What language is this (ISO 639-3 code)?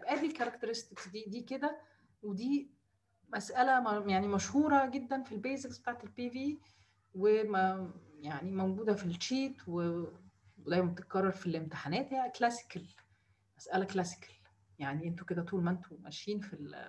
arz